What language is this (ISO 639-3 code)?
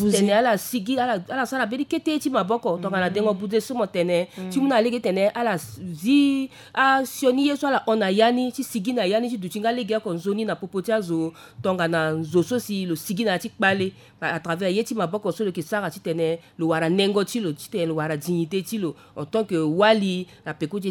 sag